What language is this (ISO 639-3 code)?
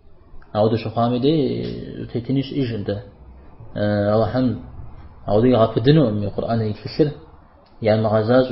kbd